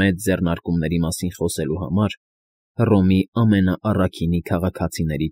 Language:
Armenian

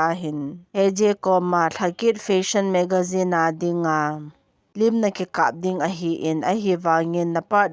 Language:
Thado Chin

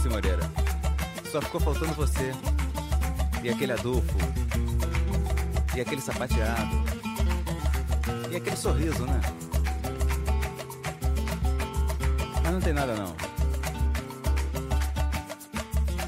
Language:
Portuguese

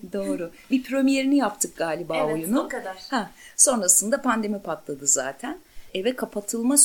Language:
Turkish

